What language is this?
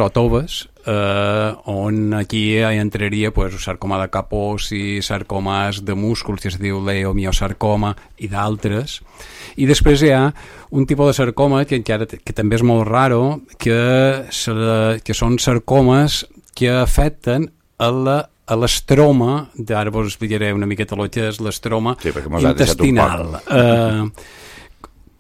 Catalan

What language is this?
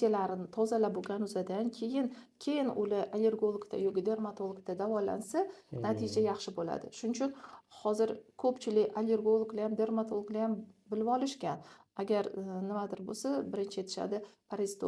Uzbek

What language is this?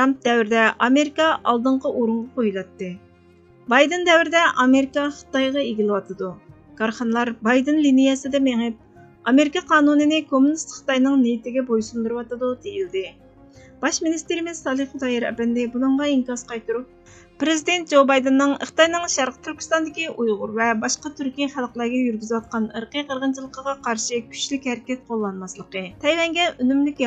Uyghur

